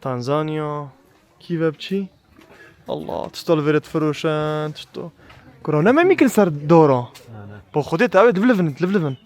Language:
Kurdish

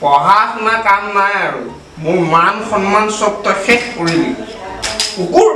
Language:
Assamese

